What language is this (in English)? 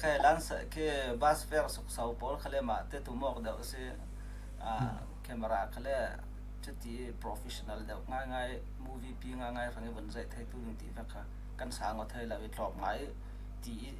Falam Chin